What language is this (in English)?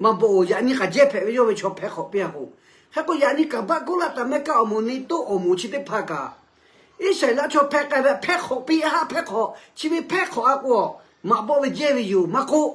Lahu